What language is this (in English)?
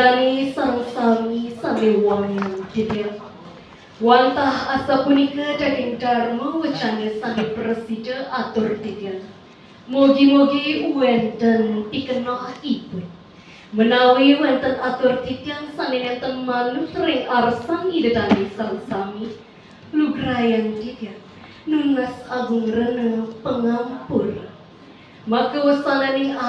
Balinese